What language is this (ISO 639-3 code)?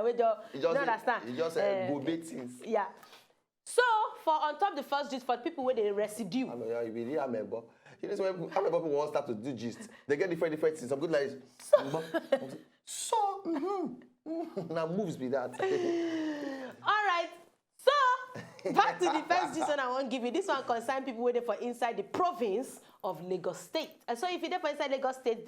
pcm